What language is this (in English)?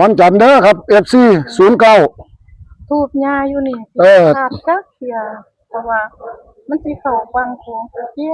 Northeastern Thai